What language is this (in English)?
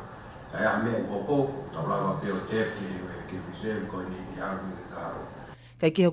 Tongan